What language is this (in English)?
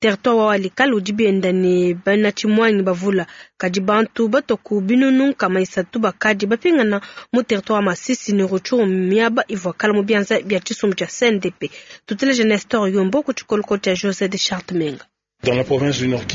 Luba-Lulua